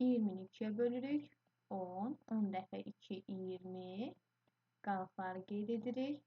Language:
Azerbaijani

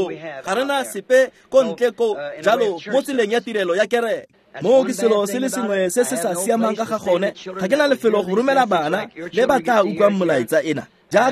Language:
Tswana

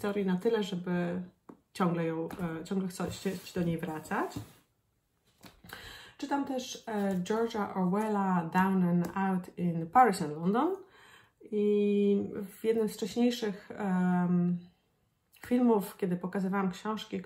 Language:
Polish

